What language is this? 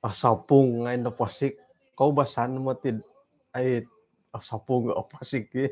Central Dusun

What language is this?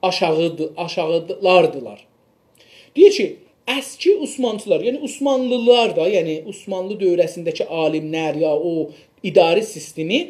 South Azerbaijani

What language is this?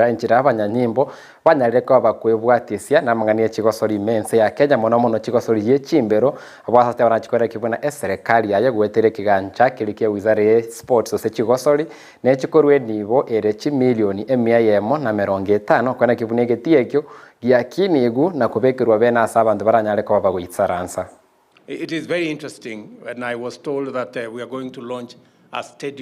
Gusii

